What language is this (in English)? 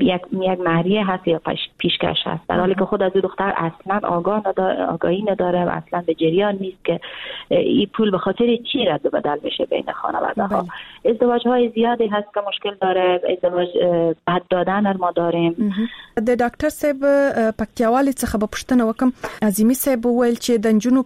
Persian